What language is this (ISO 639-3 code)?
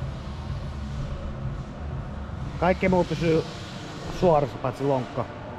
fin